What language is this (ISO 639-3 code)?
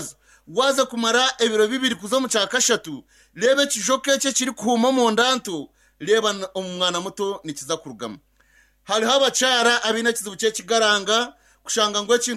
kin